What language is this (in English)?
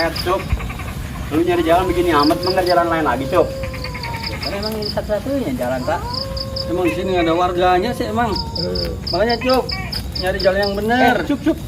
Betawi